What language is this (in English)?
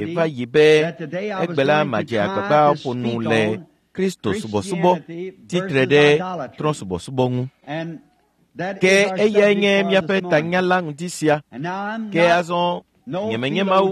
Ewe